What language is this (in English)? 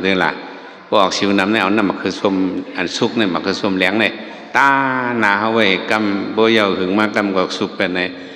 Shan